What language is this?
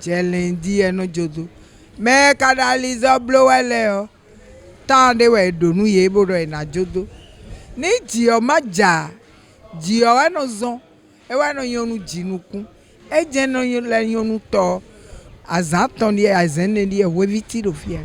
Fon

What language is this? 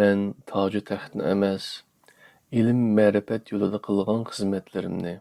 Uyghur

